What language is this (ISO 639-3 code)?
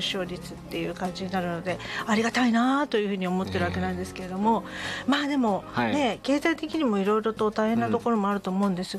jpn